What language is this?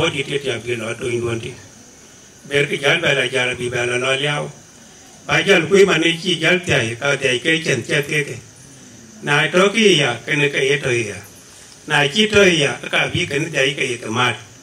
Dinka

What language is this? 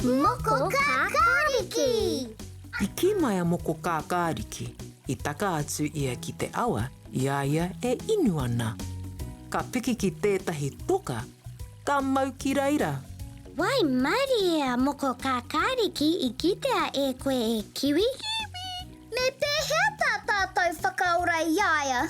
Māori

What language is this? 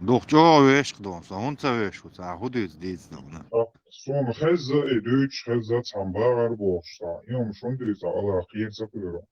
Chechen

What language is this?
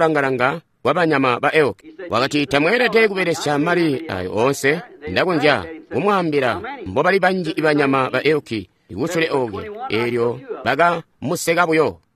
Tonga (Zambia)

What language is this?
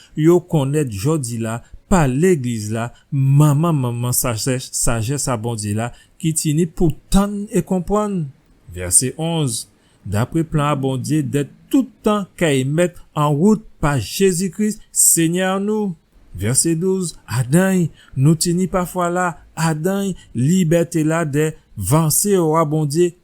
Guadeloupean Creole French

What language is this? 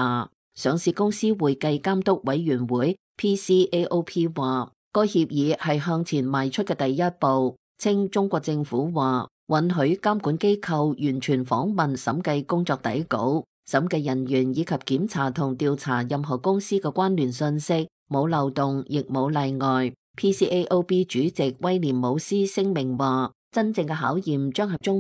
Cantonese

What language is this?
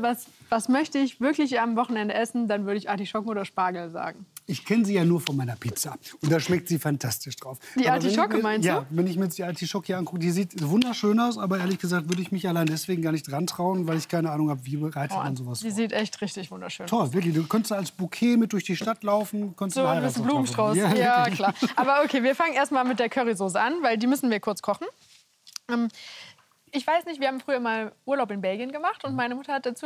German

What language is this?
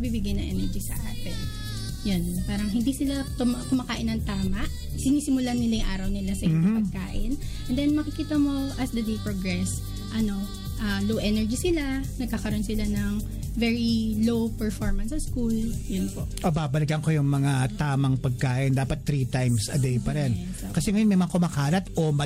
Filipino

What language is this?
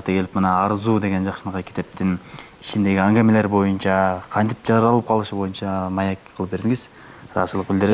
Kyrgyz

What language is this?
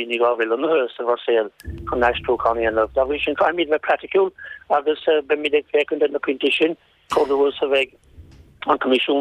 Irish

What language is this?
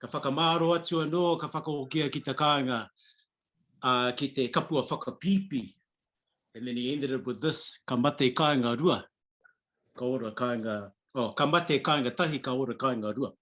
Māori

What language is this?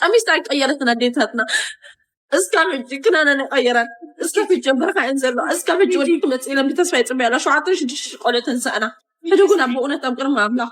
Tigrinya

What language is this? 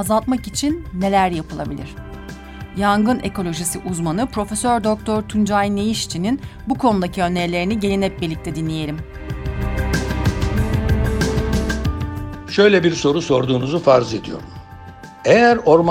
Turkish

